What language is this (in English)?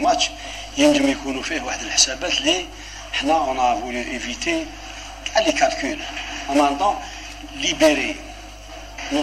Algerian Arabic